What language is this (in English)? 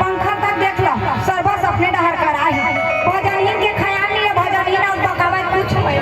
Chhattisgarhi